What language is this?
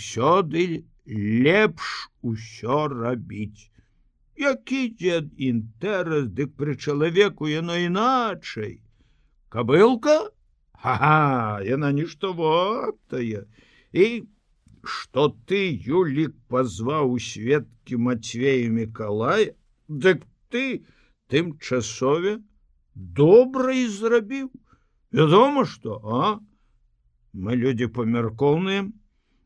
Belarusian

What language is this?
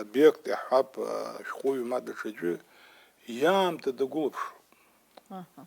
Abkhazian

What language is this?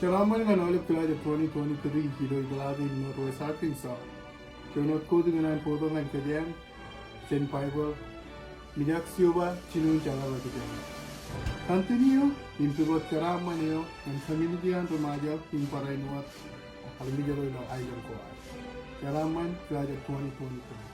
Marshallese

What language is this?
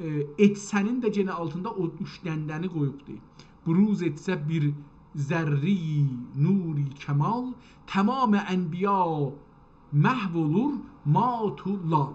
South Azerbaijani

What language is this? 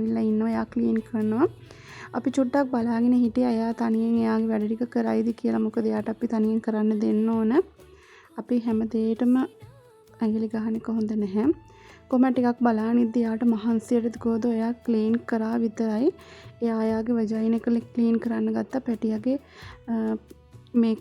Sinhala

